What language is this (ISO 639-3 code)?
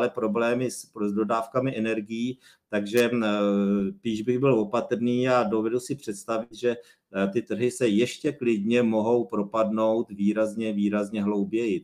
ces